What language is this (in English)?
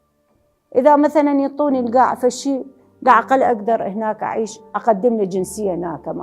Mesopotamian Arabic